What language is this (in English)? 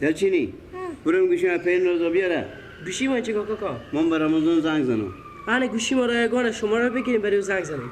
Persian